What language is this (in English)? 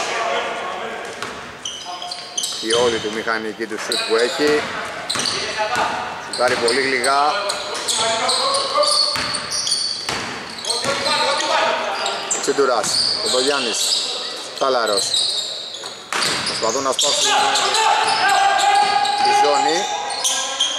Greek